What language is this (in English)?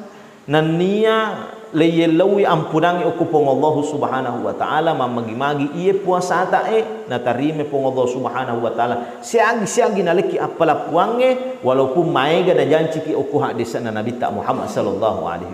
Buginese